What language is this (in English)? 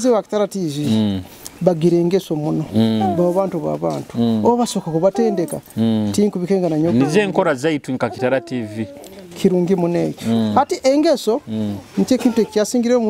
Nyoro